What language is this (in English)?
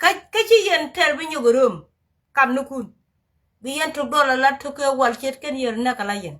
Nuer